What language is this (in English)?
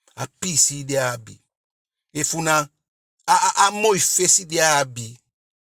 Eastern Maroon Creole